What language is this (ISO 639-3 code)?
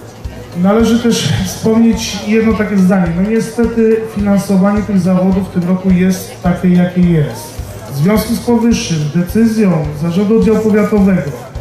pol